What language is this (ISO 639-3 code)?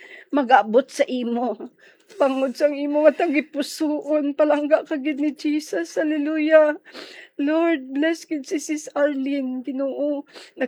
hil